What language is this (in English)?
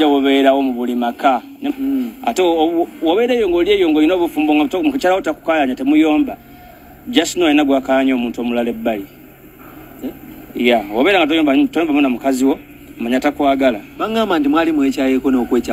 Ganda